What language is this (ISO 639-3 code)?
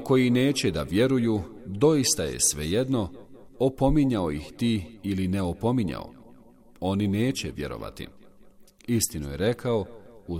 bos